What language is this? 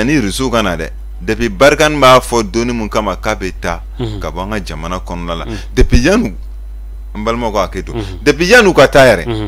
Bambara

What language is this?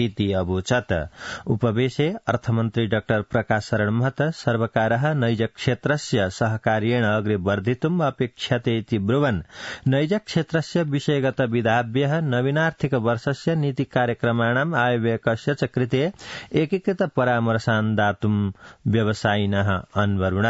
Sanskrit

